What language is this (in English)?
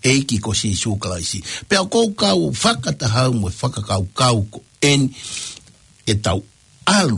Tongan